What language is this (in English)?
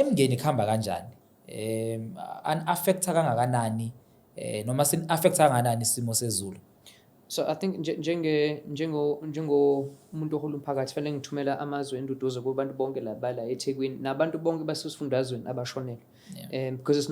Zulu